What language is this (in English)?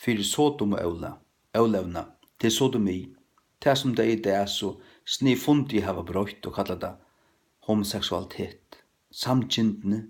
Faroese